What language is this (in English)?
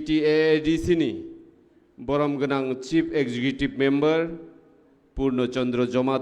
Kok Borok